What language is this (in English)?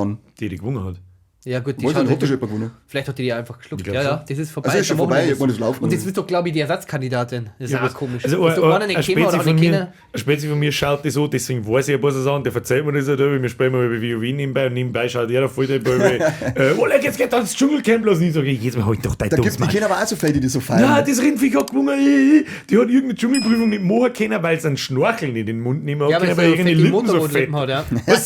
Bavarian